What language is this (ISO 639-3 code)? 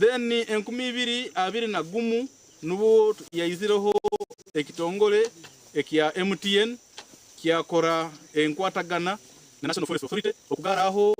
nyn